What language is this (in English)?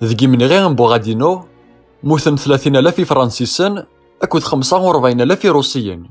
Kabyle